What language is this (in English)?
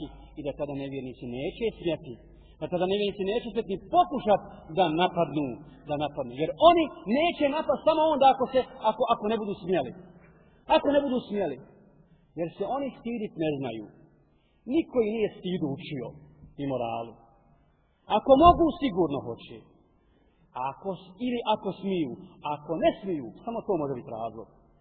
Bosnian